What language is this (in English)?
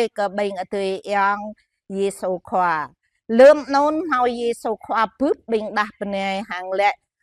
Jarai